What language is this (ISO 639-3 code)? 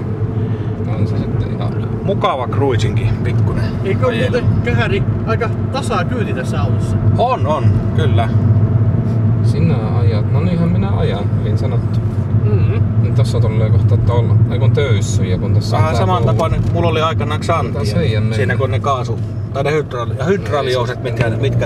fin